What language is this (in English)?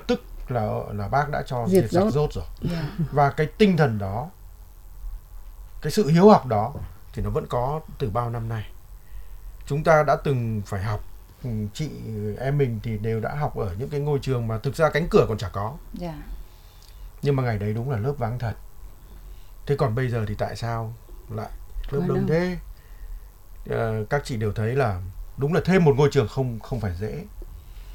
Vietnamese